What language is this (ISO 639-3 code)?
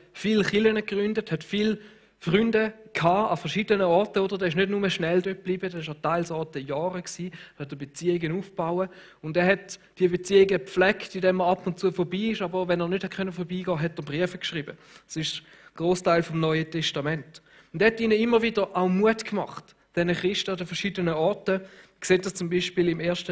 gsw